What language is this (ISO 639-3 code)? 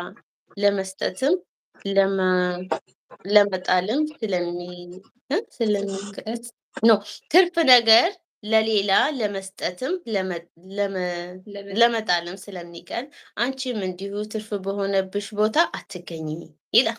amh